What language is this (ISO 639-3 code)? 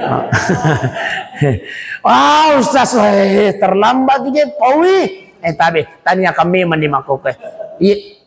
bug